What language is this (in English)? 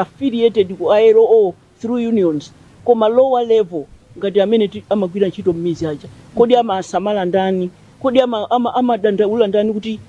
Nyanja